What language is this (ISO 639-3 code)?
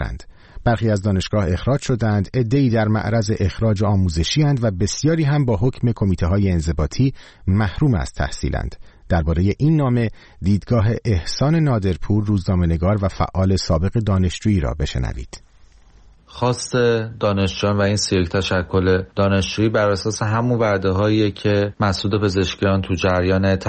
fas